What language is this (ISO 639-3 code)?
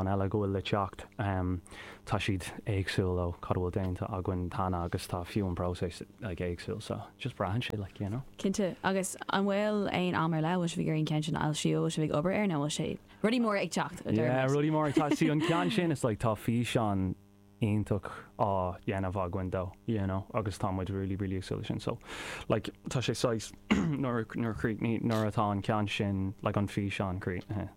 gle